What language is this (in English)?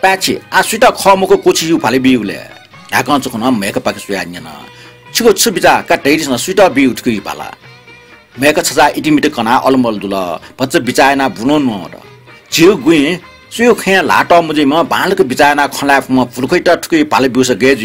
Newari